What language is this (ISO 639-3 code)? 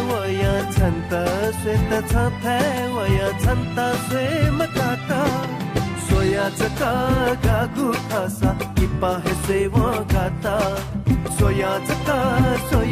new